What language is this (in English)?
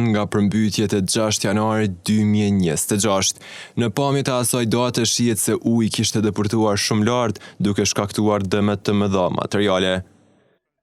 Albanian